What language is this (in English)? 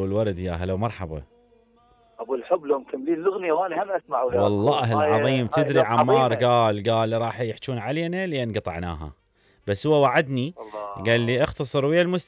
Mesopotamian Arabic